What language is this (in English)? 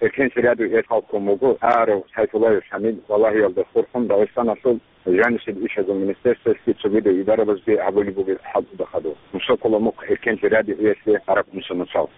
Avaric